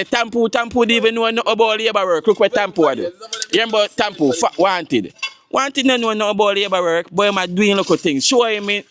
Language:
Jamaican Creole English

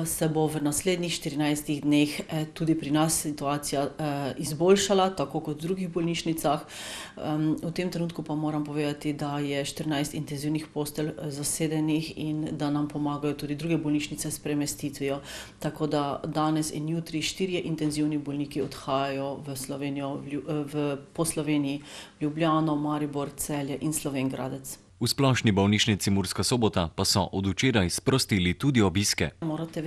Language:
Slovenian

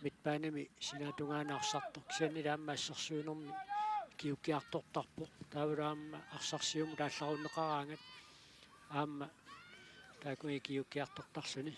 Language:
Kalaallisut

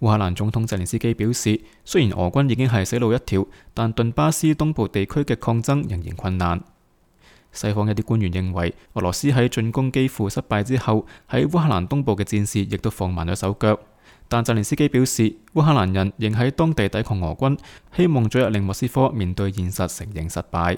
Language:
Cantonese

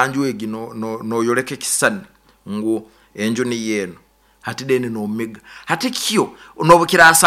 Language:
Nyoro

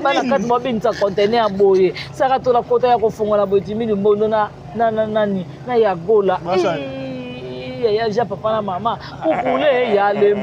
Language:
Lingala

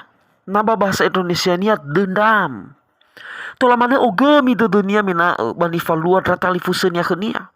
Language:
Nias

